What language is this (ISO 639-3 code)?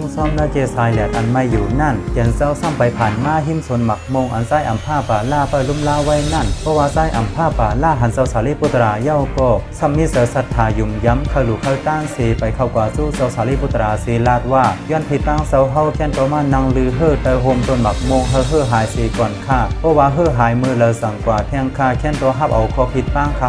shn